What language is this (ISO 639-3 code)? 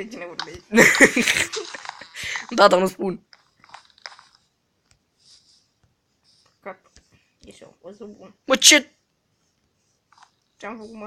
ron